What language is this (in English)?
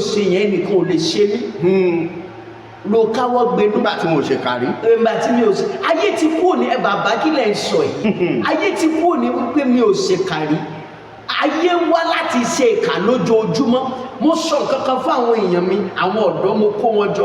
Yoruba